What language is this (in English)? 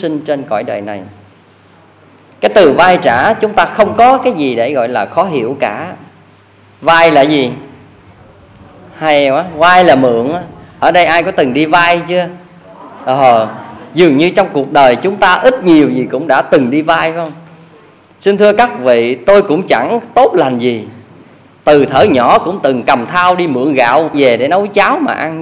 Vietnamese